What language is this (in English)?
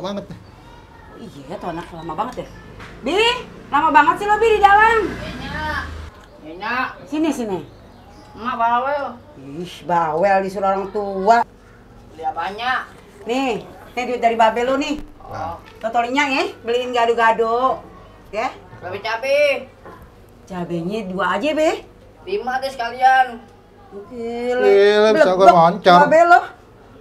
Betawi